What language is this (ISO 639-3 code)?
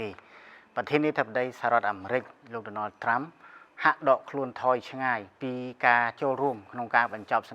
khm